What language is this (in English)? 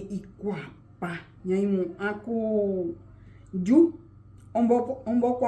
Guarani